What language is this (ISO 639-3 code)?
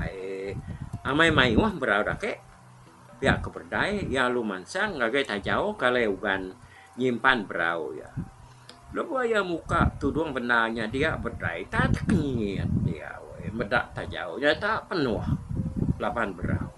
iba